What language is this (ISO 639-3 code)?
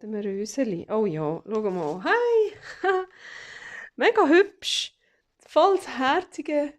gsw